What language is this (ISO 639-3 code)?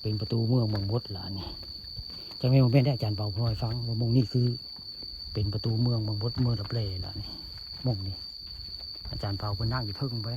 tts